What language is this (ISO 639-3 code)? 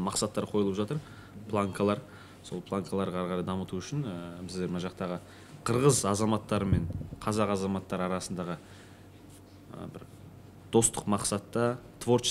kir